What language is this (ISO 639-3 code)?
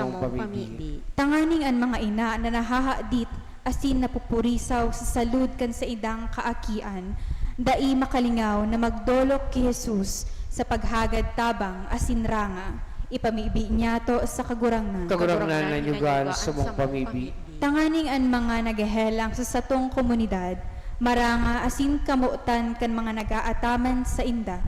bik